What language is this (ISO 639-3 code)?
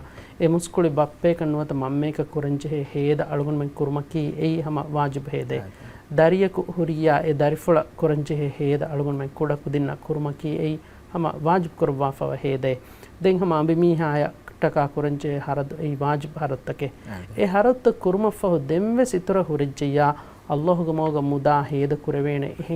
div